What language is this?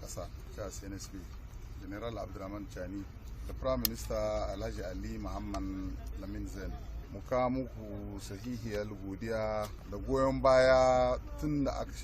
Hausa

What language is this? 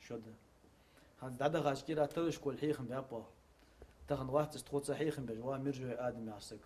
Ingush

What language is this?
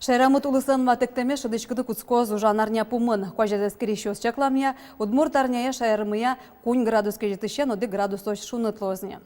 Udmurt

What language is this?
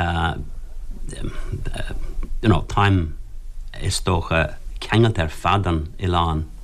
Irish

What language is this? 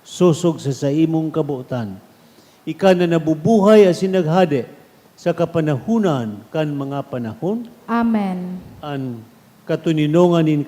Bikol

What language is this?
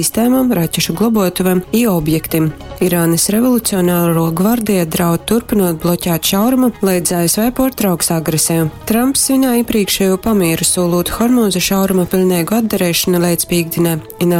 Latgalian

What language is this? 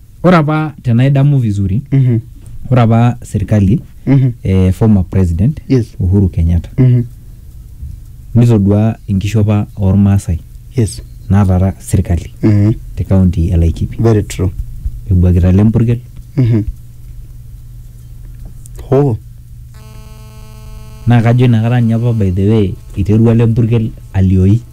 Masai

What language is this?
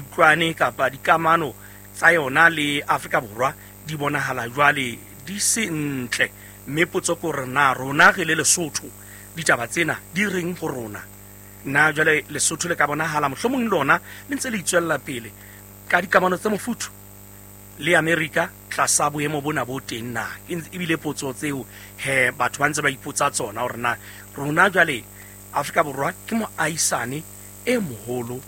Southern Sotho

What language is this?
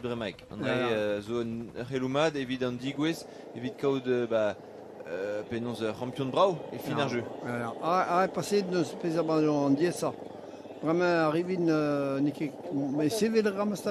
Breton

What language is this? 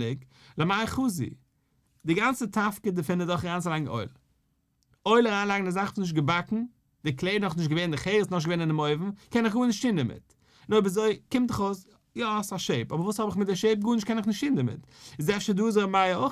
Yiddish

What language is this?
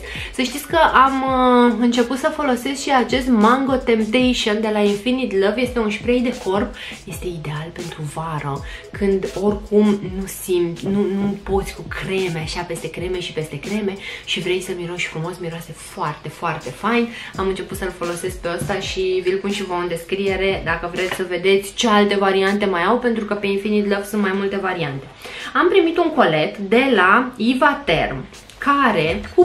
Romanian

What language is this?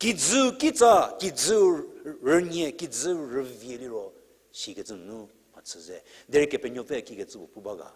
Angami Naga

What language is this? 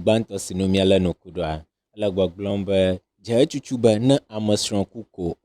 Ewe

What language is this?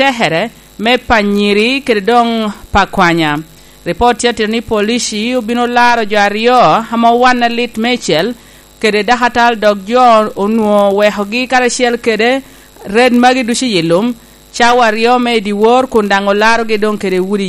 Lango (Uganda)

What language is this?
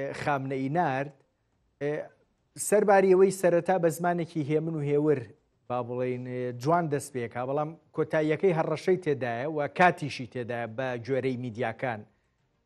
Central Kurdish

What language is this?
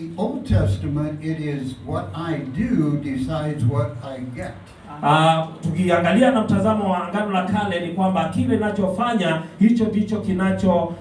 Swahili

